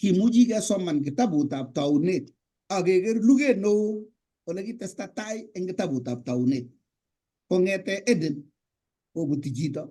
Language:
Kalenjin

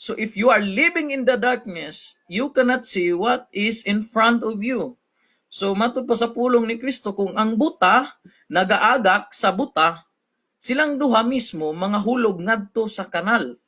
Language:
Cebuano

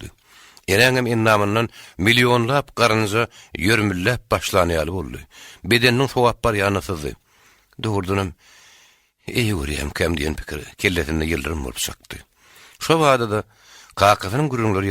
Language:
Turkmen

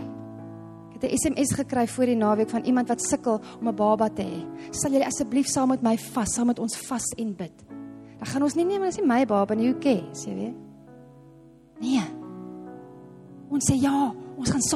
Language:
Afrikaans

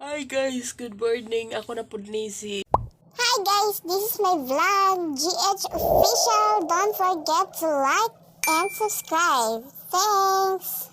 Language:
Cebuano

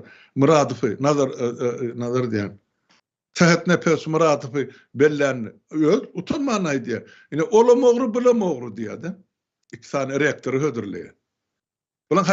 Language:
Turkmen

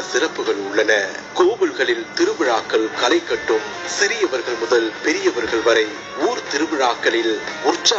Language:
Tamil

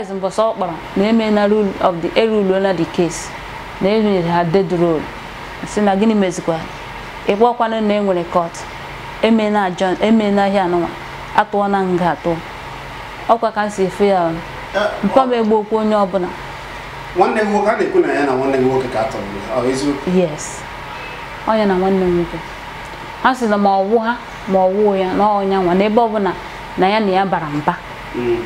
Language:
Igbo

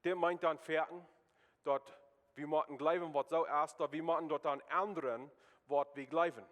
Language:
Plautdietsch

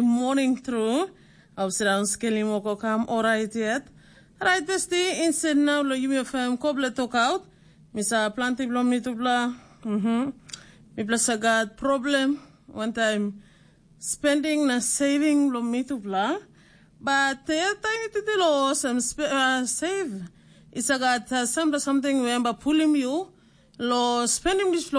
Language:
Tok Pisin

